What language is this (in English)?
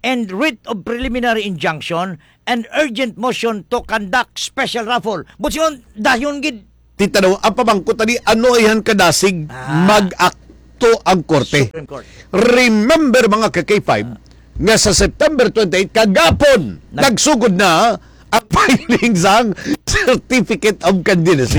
Hiligaynon